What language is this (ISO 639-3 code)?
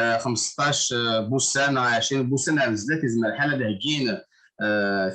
kab